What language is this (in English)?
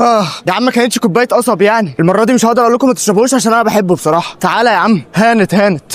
Egyptian Arabic